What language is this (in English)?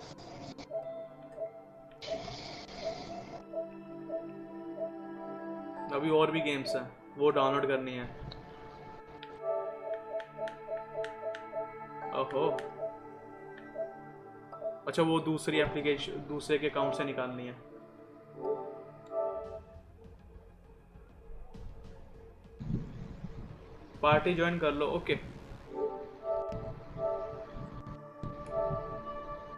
Hindi